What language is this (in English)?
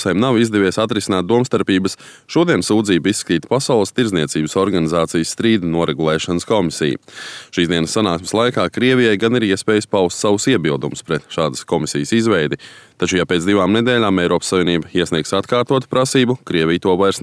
Latvian